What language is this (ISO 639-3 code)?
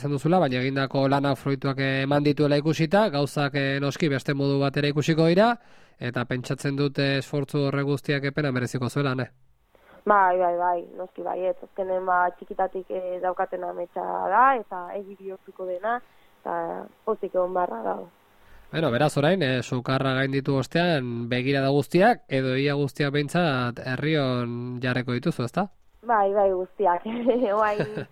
eus